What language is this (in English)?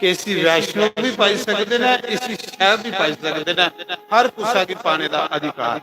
Dogri